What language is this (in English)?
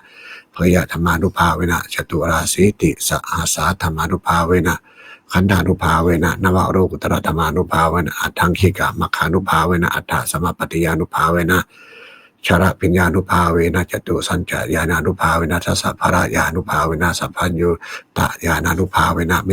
Pali